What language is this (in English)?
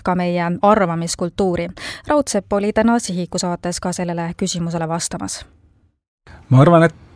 Estonian